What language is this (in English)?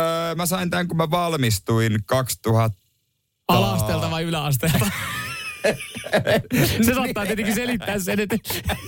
Finnish